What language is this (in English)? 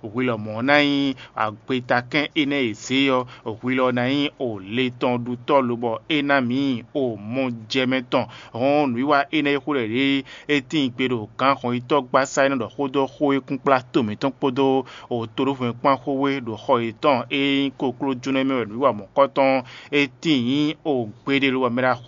Fon